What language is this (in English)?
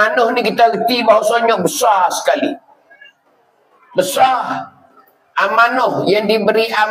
Pattani Malay